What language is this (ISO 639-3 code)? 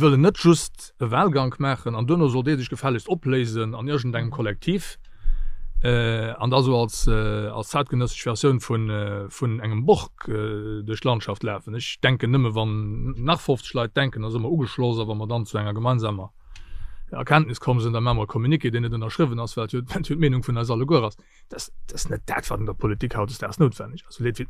ltz